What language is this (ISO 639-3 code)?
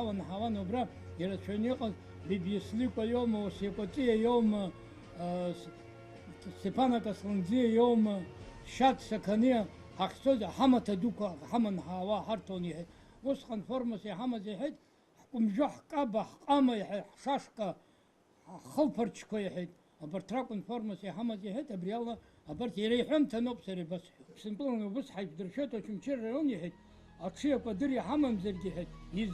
abk